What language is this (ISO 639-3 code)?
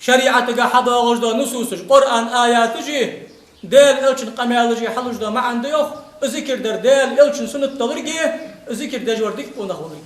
inh